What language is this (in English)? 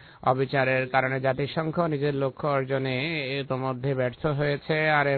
Bangla